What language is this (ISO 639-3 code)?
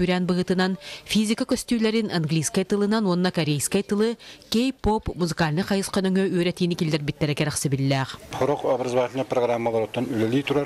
sah